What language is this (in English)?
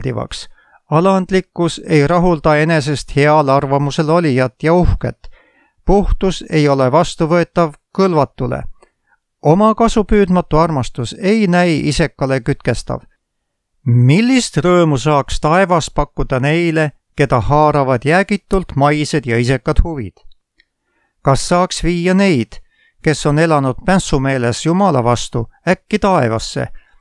Estonian